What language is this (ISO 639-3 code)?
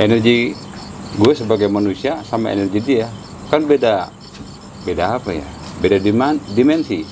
bew